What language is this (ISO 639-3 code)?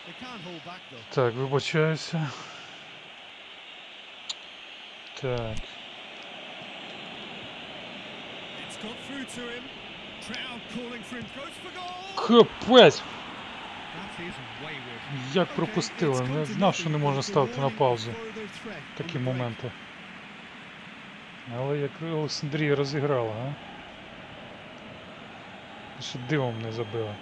ukr